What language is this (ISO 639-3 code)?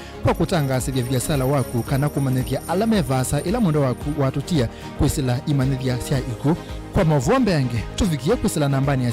kam